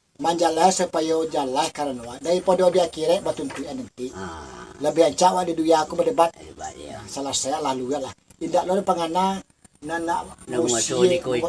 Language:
Minangkabau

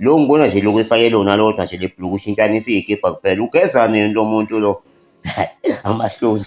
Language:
Zulu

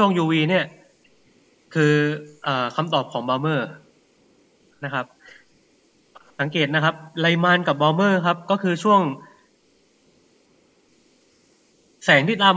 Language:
Thai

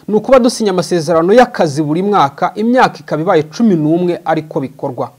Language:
Kinyarwanda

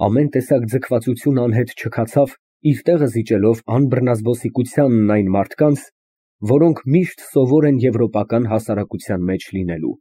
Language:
Armenian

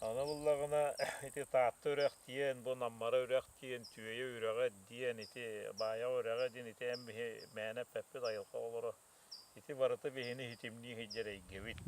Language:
Yakut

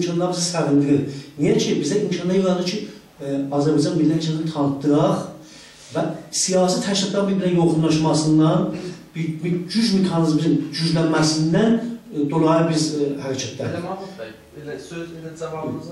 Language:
South Azerbaijani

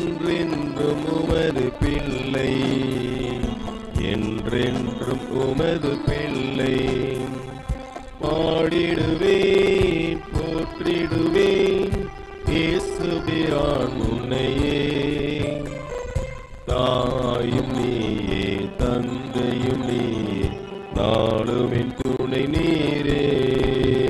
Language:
Tamil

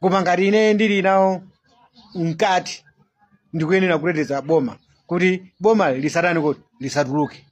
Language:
Nyanja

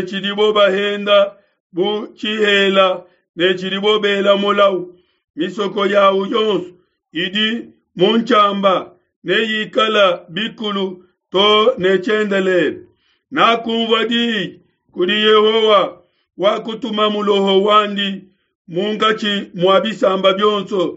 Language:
Luba-Lulua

